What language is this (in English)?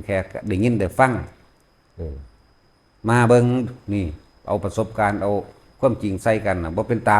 Northeastern Thai